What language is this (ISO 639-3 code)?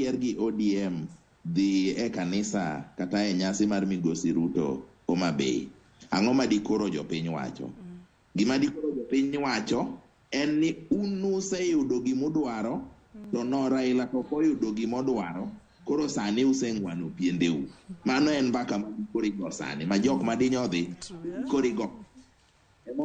luo